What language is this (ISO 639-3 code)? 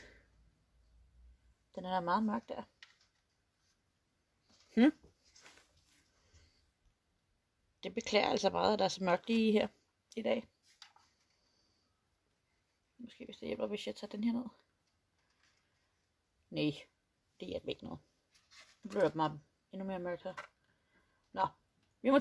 dan